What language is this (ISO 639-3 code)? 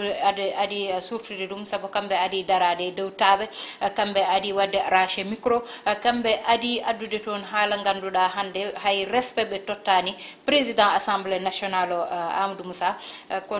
ful